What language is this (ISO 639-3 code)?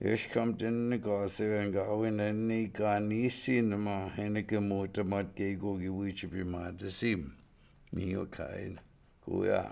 ciw